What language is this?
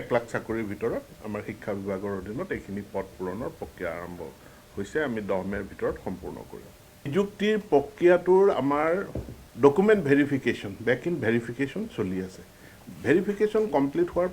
Assamese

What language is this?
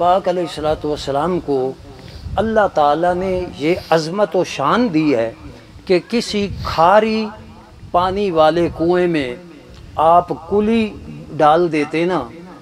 Urdu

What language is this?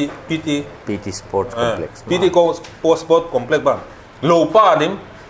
Paite Chin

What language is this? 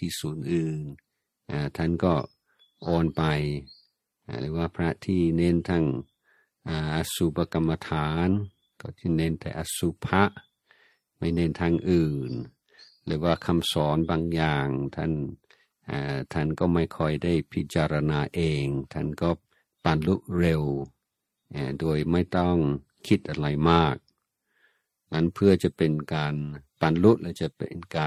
Thai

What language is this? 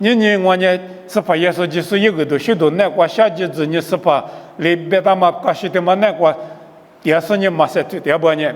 Lisu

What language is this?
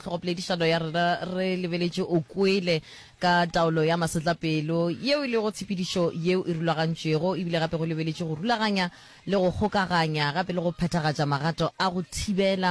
Northern Sotho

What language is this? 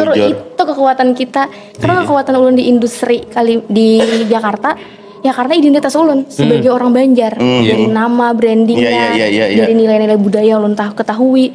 Banjar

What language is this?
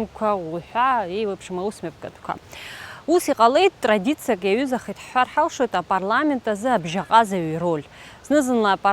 Abkhazian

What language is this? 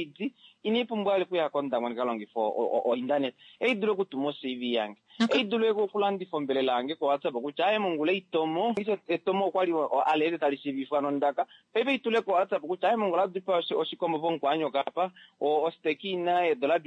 Kuanyama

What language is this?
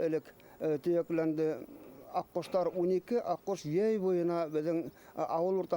Bashkir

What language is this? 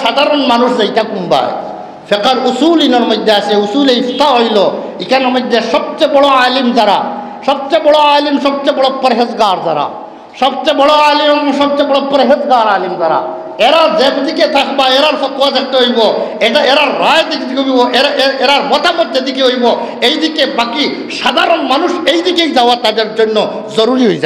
Sylheti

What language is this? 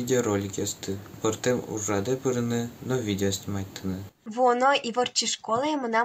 Udmurt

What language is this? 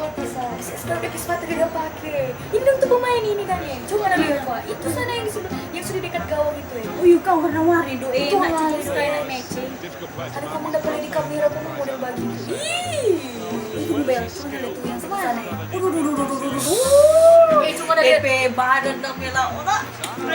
Manado Malay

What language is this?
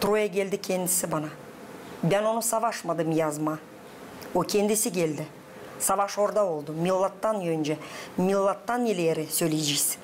Gagauz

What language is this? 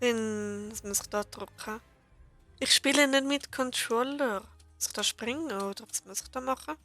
Swiss German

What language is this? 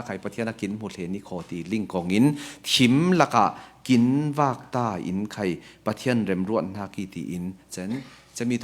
Falam Chin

